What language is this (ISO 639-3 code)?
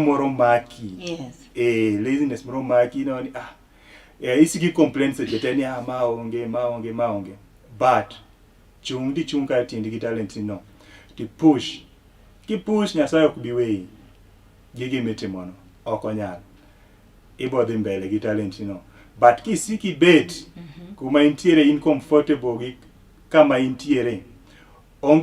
luo